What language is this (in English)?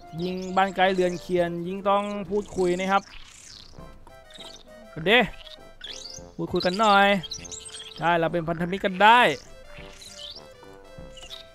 Thai